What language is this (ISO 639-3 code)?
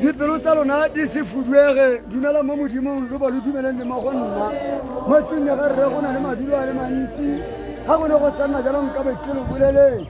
tsn